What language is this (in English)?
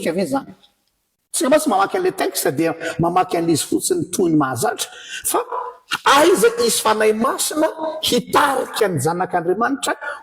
Malagasy